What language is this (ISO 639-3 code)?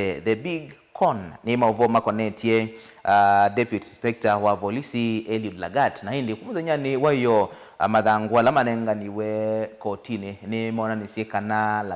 kam